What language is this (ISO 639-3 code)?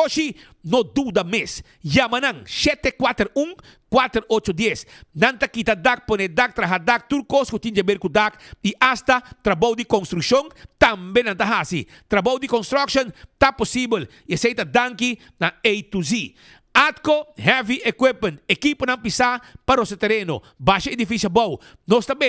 pap